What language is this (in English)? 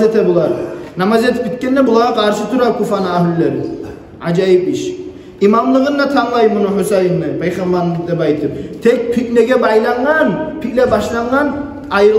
Kumyk